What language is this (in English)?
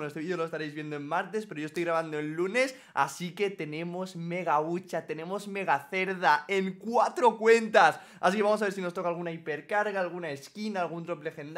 Spanish